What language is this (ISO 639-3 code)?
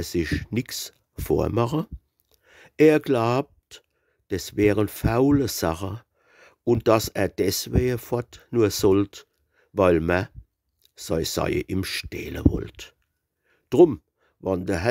pfl